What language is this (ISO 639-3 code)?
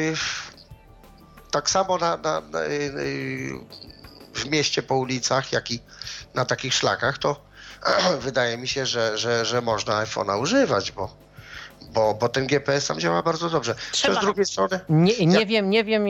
pol